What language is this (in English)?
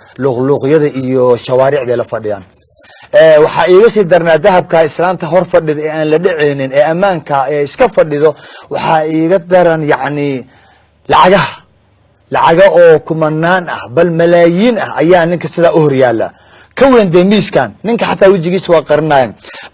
Somali